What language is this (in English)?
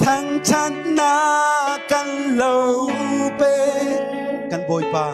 Falam Chin